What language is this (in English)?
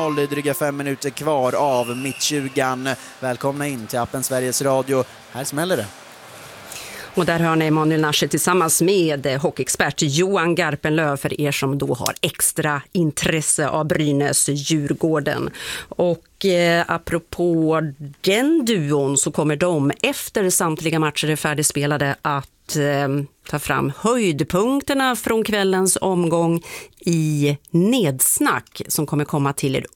Swedish